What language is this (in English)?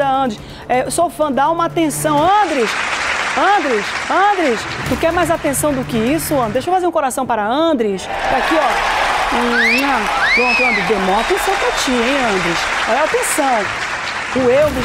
Portuguese